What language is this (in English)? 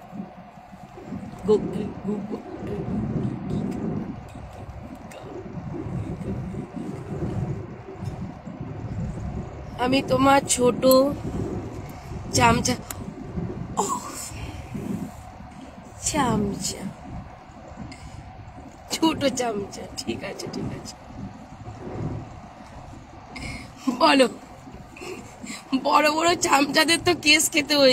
Bangla